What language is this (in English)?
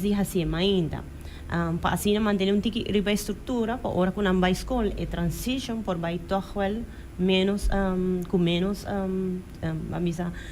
Papiamento